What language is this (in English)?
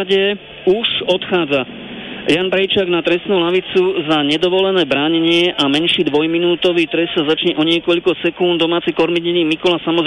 Slovak